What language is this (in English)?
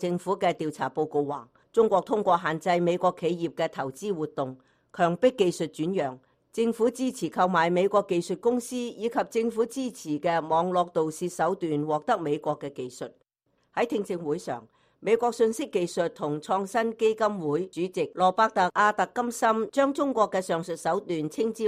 Cantonese